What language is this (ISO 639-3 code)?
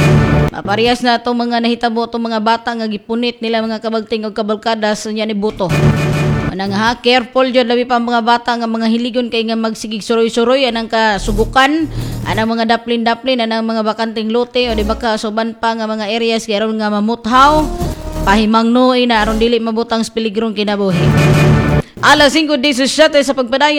ceb